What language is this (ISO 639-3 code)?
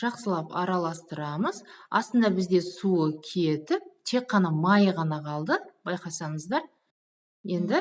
kaz